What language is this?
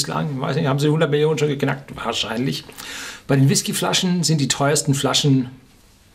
German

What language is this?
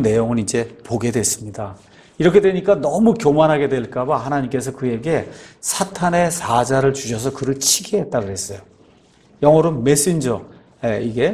Korean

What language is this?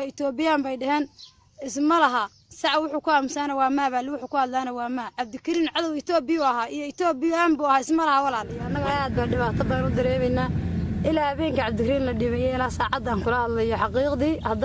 Somali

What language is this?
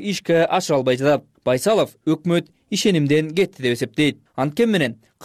Kyrgyz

